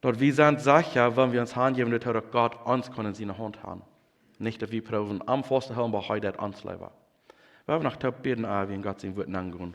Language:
Plautdietsch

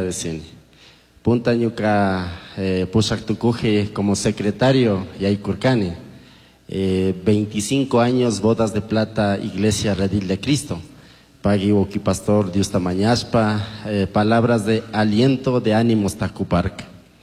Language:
Chimborazo Highland Quichua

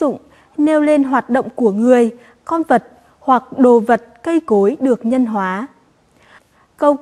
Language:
Vietnamese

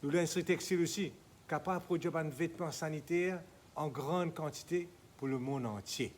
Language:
Morisyen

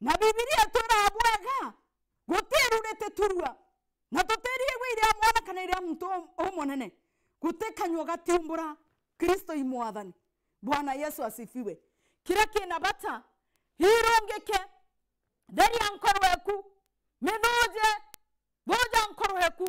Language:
Meru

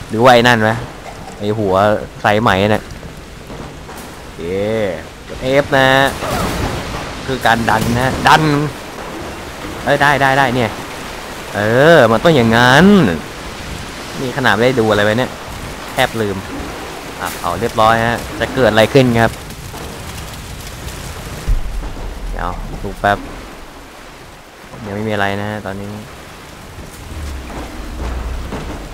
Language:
Thai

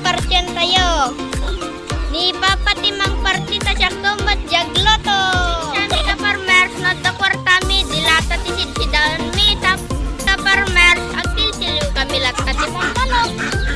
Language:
Iloko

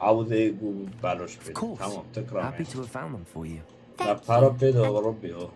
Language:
Kurdish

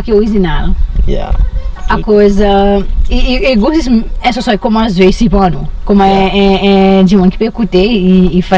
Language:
Seselwa Creole French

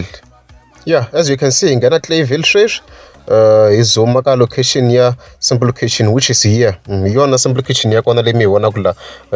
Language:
Tsonga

